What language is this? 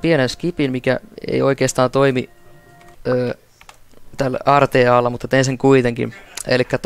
Finnish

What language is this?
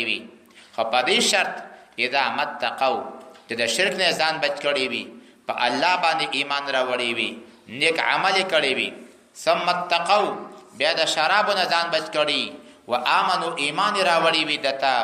Pashto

